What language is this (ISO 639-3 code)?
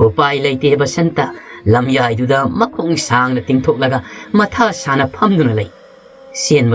mni